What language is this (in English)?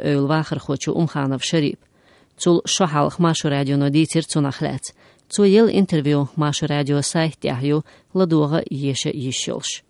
Chechen